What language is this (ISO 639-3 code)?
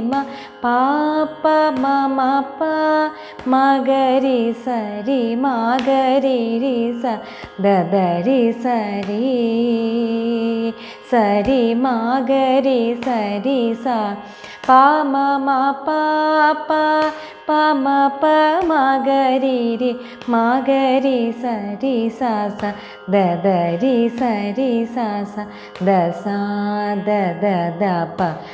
mal